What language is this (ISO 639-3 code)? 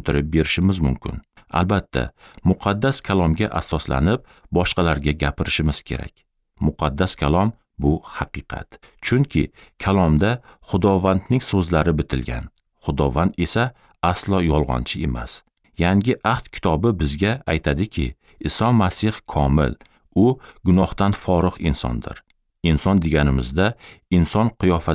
uzb